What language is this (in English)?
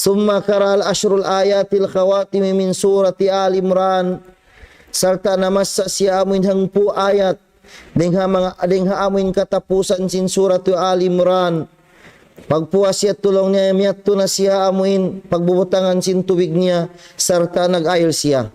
Tausug